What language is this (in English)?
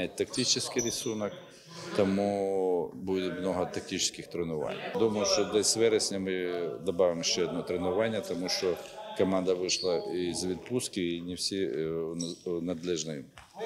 Ukrainian